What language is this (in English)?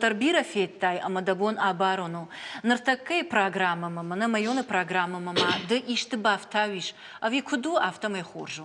Ossetic